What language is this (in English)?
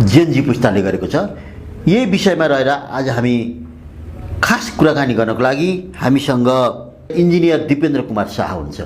Nepali